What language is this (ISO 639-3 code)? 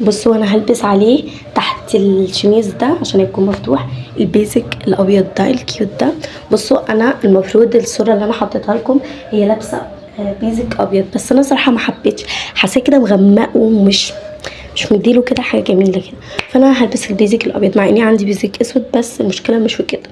arz